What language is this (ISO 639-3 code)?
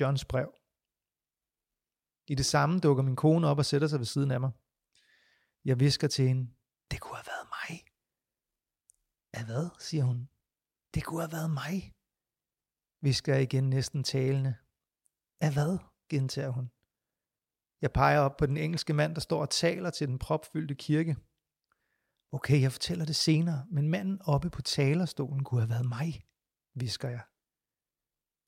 dan